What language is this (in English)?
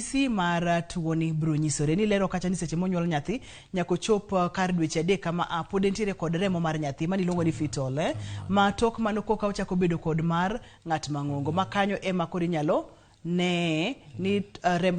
Luo (Kenya and Tanzania)